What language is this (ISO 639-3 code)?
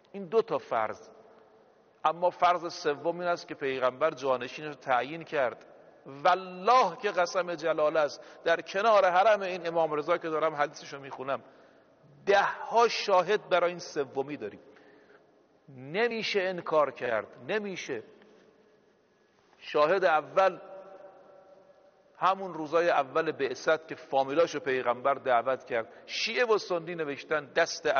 fas